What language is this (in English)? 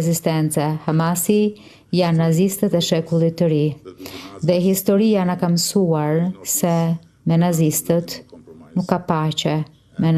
Albanian